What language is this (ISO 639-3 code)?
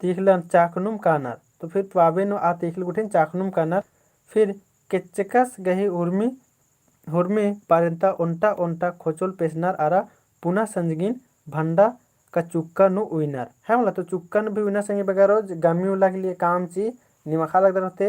kru